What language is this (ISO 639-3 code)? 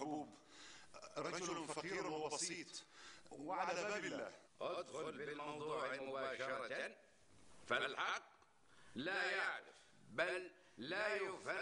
apc